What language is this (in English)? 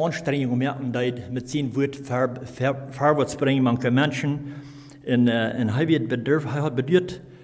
Plautdietsch